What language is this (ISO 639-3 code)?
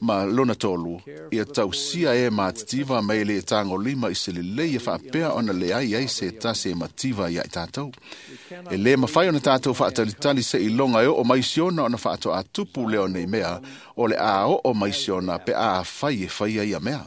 smo